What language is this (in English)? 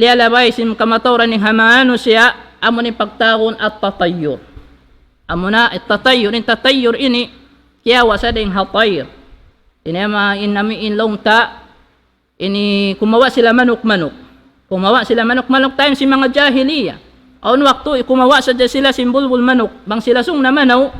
Tausug